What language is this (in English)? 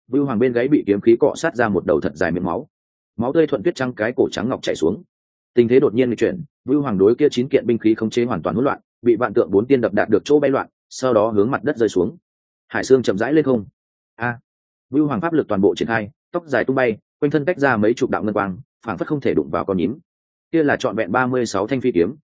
Vietnamese